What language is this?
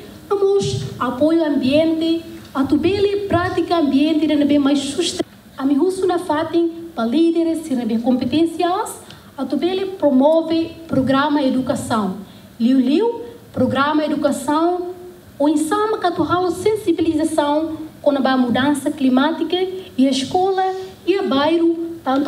Tetum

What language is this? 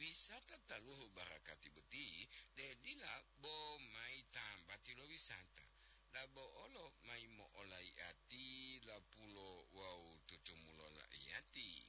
Gorontalo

